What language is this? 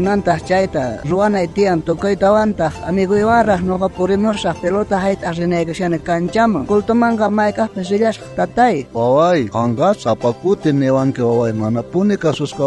South Bolivian Quechua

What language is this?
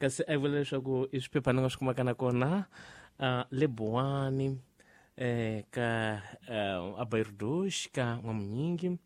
Tsonga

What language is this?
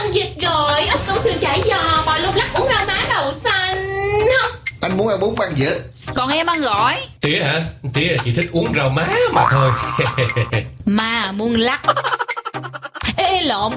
Vietnamese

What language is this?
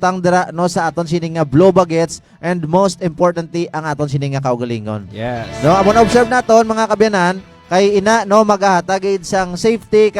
Hiligaynon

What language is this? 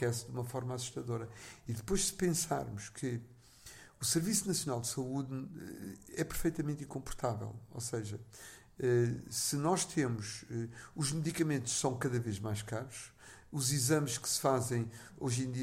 Portuguese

